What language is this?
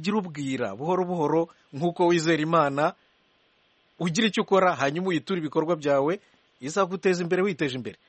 Kinyarwanda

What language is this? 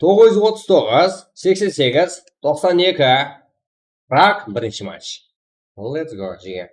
Kara-Kalpak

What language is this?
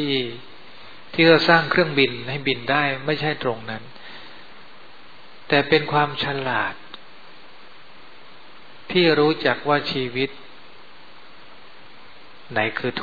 Thai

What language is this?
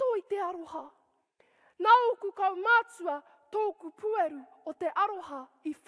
Māori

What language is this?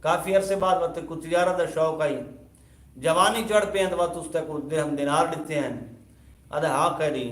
Saraiki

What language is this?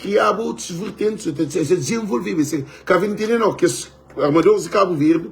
Kabuverdianu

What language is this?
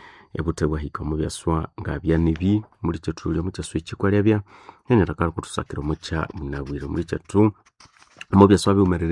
Nande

